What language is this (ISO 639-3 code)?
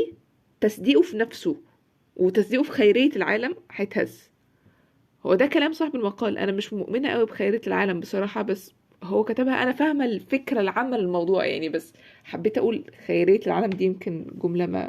arz